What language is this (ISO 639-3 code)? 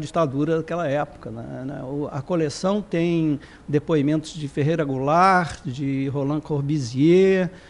por